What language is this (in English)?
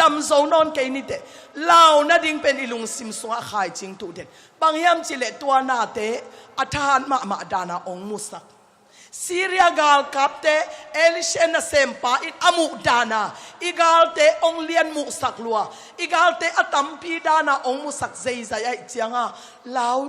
Tedim Chin